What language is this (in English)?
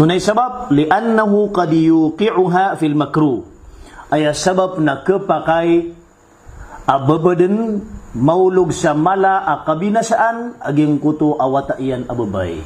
Maranao